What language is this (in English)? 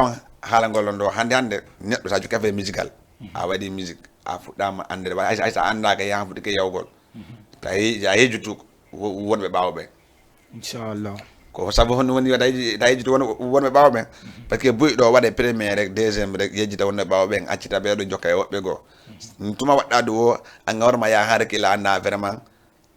Fula